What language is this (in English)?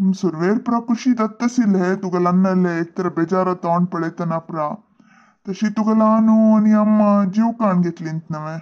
Konkani